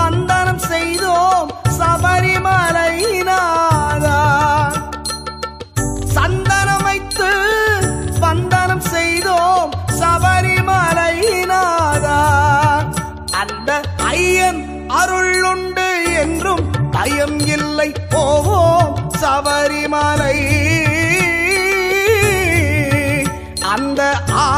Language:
Tamil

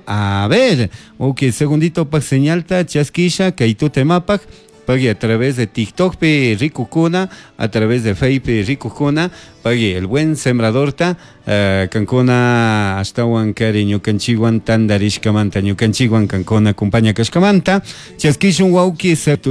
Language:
Chimborazo Highland Quichua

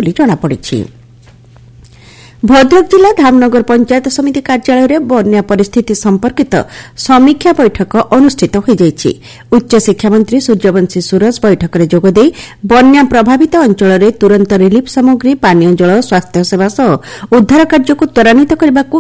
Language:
Odia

